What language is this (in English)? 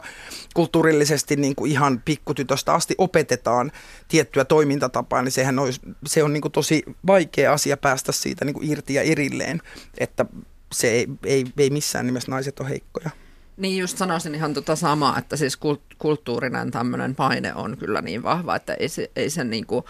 Finnish